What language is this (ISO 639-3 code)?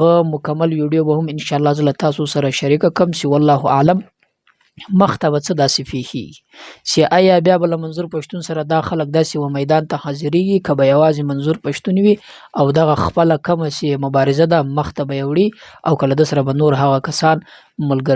pus